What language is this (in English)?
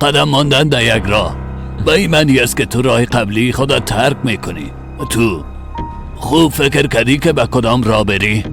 Persian